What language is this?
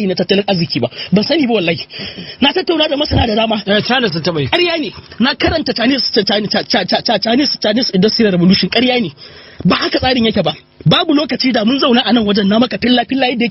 Hausa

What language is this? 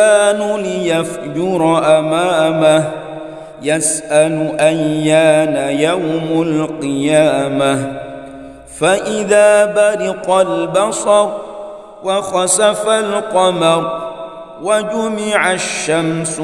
Arabic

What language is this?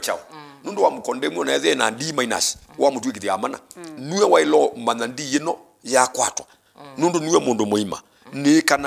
Kamba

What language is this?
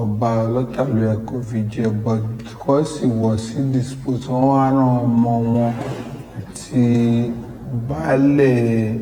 Yoruba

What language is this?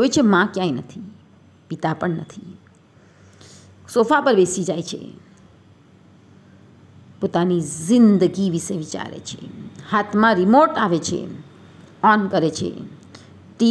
Gujarati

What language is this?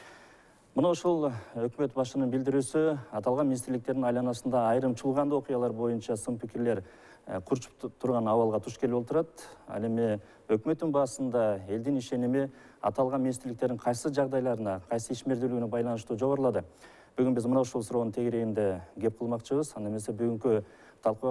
Kyrgyz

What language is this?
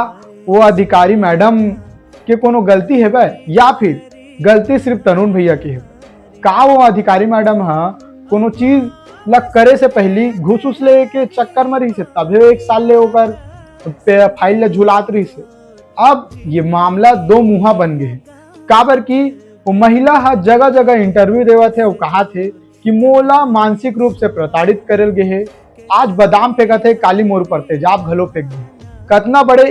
Chhattisgarhi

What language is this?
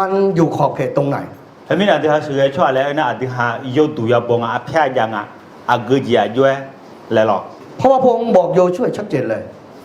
Akha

